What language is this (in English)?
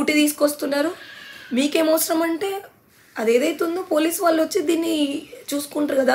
Telugu